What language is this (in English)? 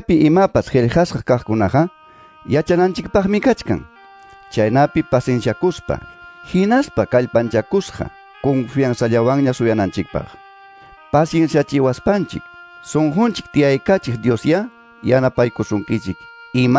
Ayacucho Quechua